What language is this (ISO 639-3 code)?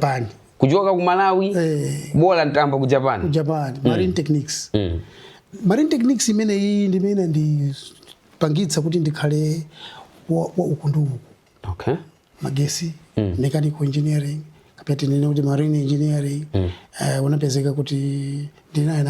nya